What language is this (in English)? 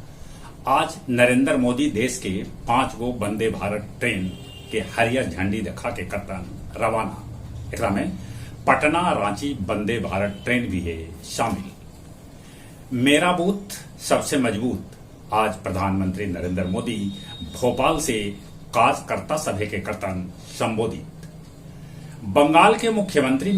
Magahi